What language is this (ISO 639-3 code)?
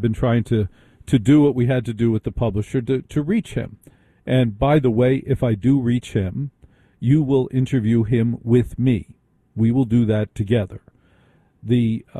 eng